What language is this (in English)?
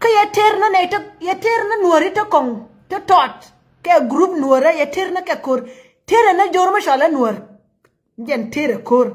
Nuer